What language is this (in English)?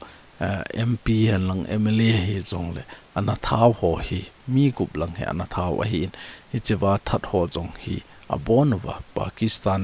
Thado Chin